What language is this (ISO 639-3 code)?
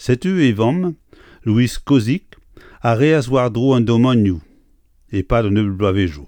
bre